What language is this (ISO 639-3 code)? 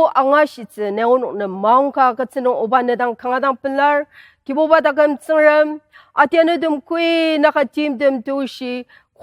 njo